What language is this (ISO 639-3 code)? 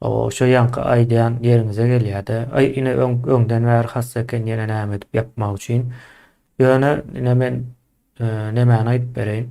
tuk